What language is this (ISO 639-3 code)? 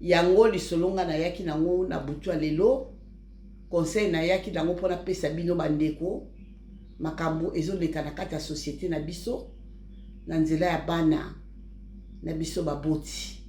lin